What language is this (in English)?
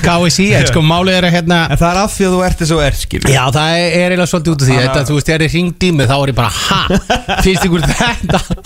Icelandic